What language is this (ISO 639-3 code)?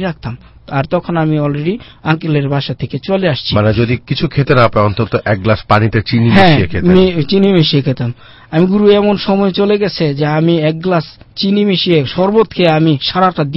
ben